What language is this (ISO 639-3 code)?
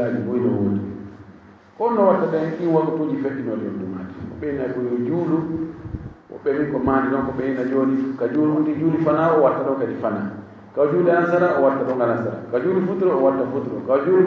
ful